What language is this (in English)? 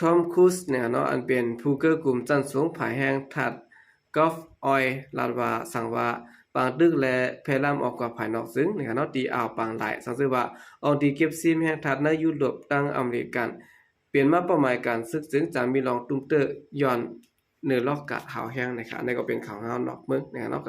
Shan